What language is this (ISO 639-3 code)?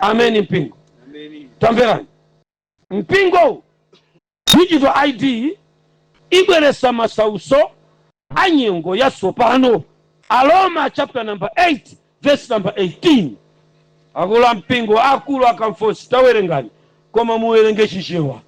nya